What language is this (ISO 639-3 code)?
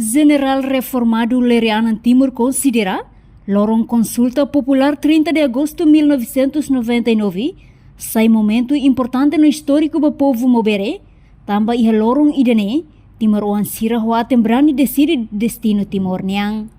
tet